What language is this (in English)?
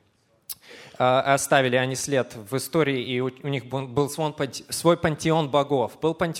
Russian